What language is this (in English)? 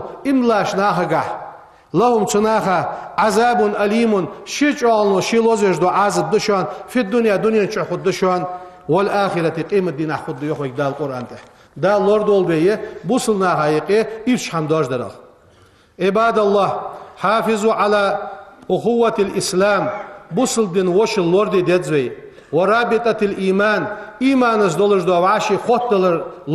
Ingush